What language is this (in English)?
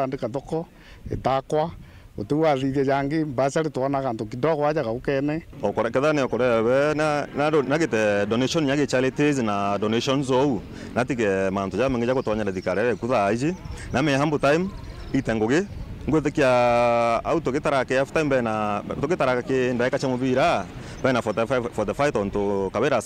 Meru